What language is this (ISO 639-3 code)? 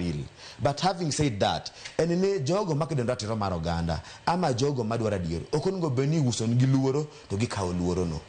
luo